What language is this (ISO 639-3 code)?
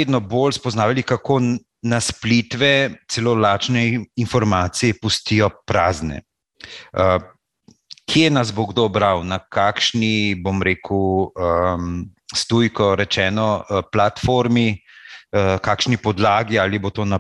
slv